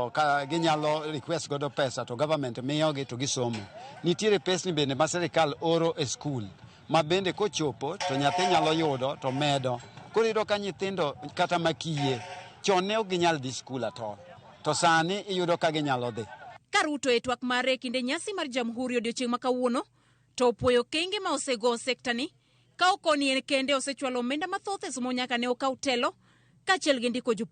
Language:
Luo (Kenya and Tanzania)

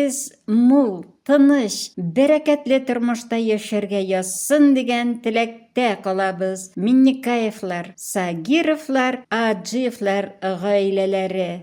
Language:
Tatar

